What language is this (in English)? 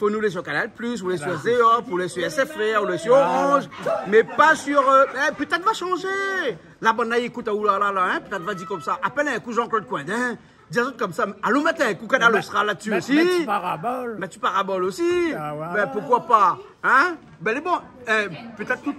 Réunion Creole French